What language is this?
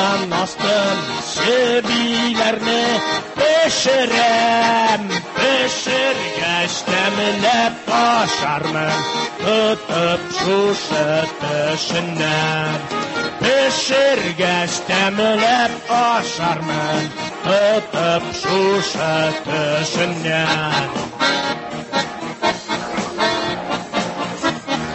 Tatar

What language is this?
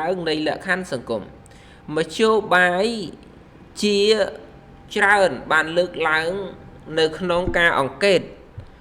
Khmer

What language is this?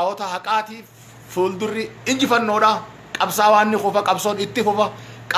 Oromo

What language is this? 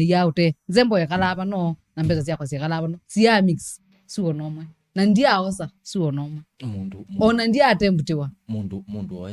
Kamba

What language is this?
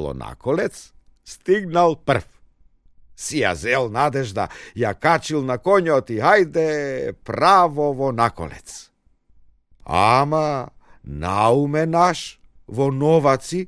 Macedonian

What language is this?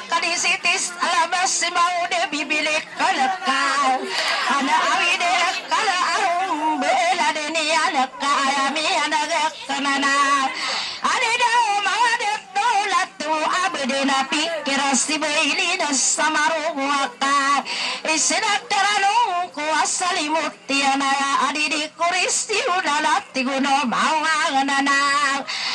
Maranao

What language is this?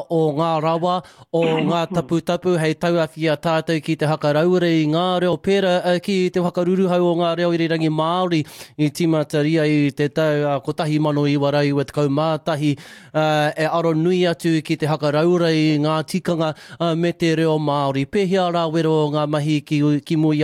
Māori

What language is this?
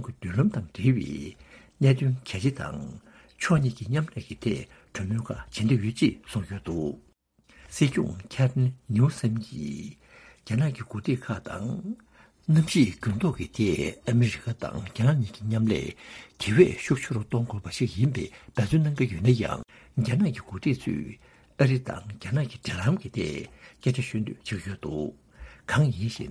Tibetan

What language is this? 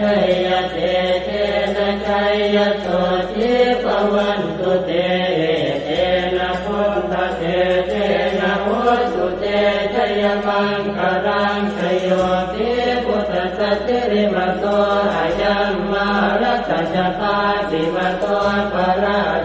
Pali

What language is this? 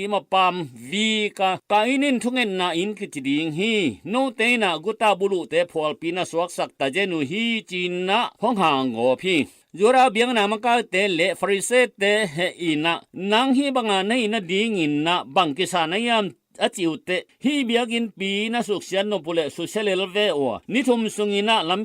Tedim Chin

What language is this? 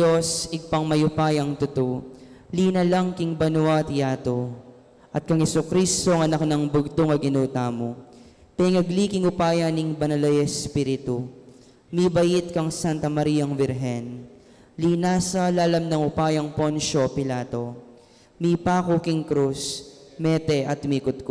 Pampanga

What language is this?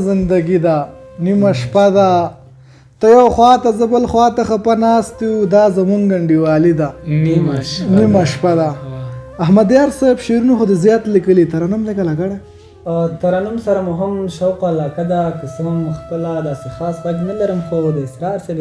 Pashto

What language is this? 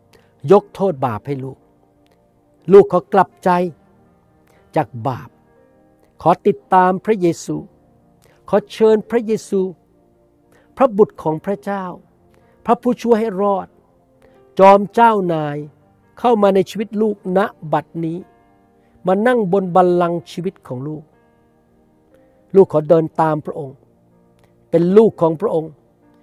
Thai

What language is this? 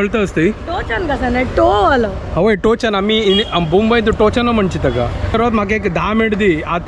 Konkani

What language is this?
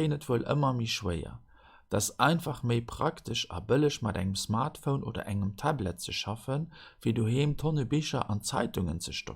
Luxembourgish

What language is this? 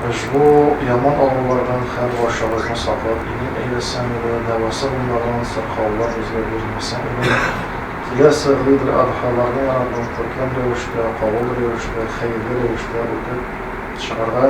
Tatar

